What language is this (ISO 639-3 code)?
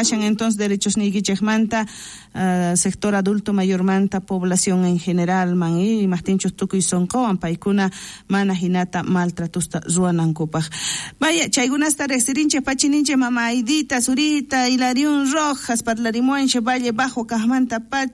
quh